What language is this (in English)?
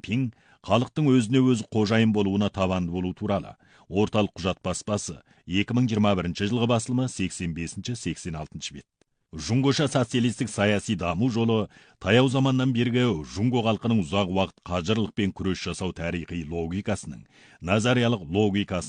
Kazakh